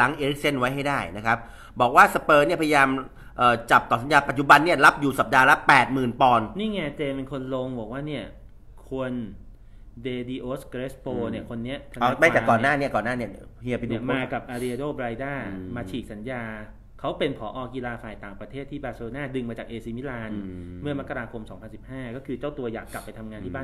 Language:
Thai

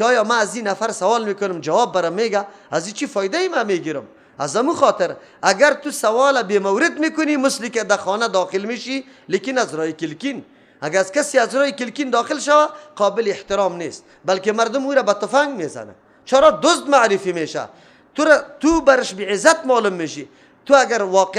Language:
Persian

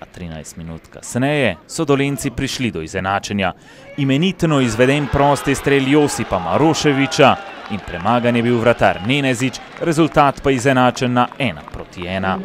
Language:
Slovenian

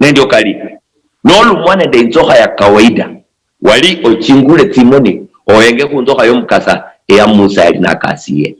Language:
Luyia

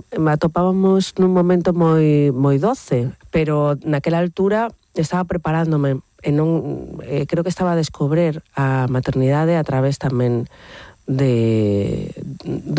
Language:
Galician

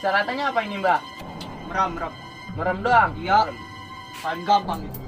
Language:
Betawi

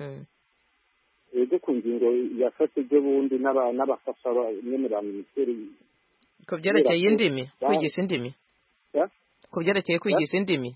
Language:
Kinyarwanda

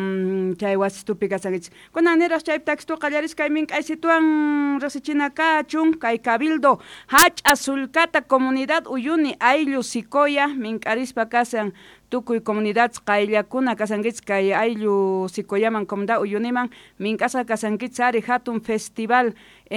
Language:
South Bolivian Quechua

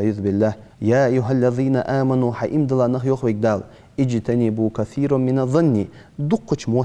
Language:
Ingush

